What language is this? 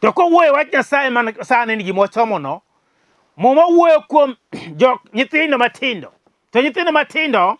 Luo (Kenya and Tanzania)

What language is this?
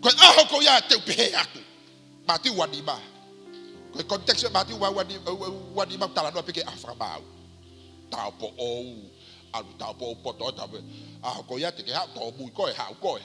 Tongan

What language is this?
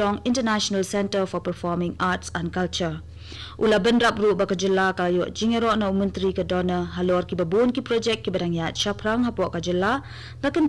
Khasi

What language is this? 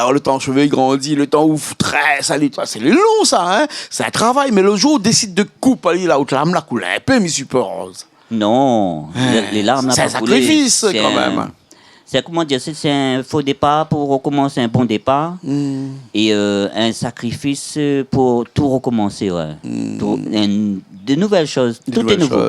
Réunion Creole French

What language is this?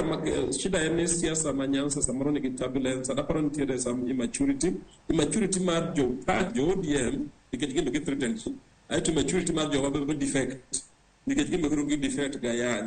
Luo (Kenya and Tanzania)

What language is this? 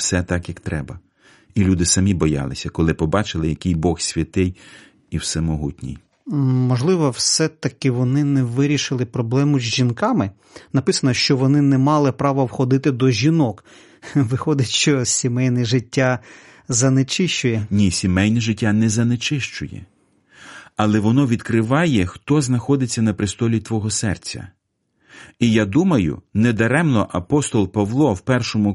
Ukrainian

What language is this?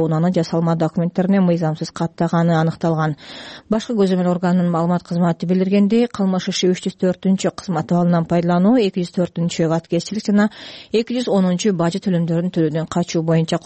Kyrgyz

